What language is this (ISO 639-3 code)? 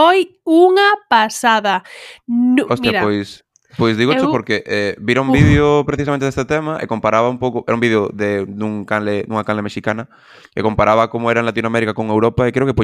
glg